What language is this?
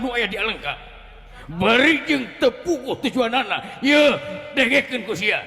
Sundanese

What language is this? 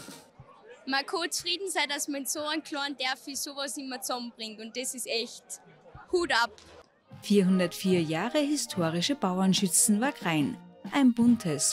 German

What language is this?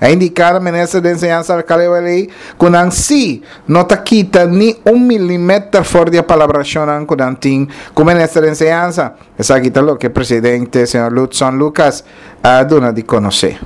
Papiamento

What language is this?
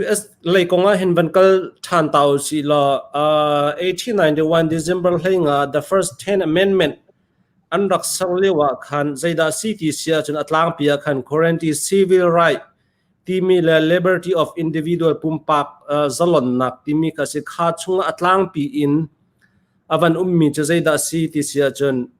Hakha Chin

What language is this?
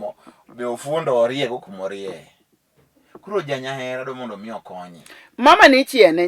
Luo (Kenya and Tanzania)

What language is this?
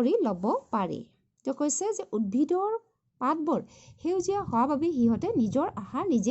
Assamese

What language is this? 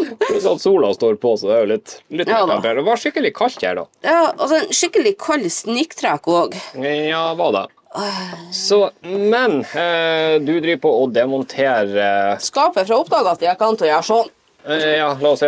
Norwegian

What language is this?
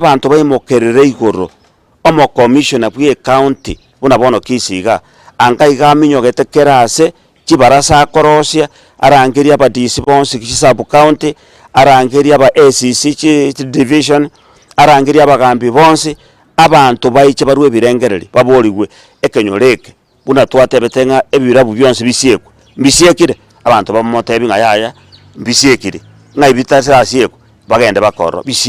Gusii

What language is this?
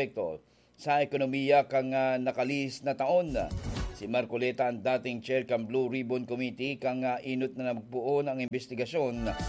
Bikol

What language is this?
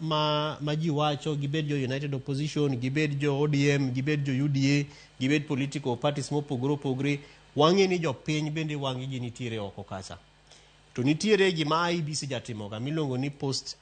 Luo (Kenya and Tanzania)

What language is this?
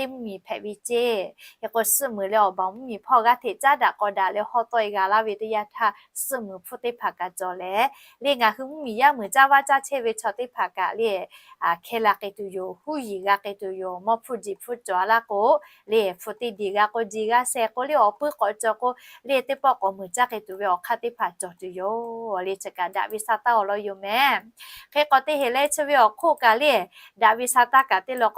Lahu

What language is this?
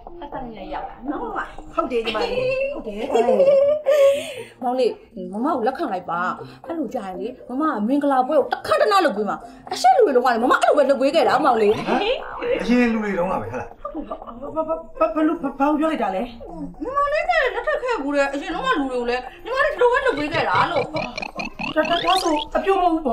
Burmese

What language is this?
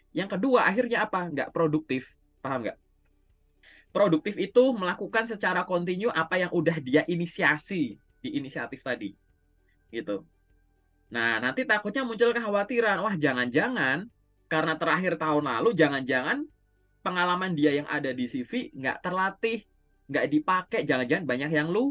Indonesian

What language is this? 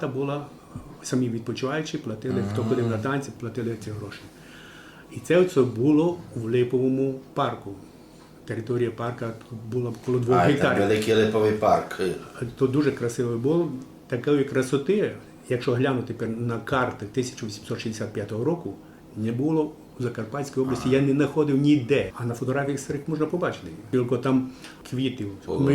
Rusyn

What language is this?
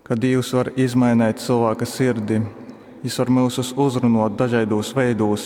Latgalian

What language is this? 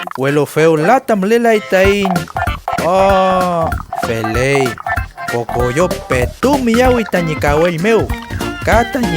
Mapuche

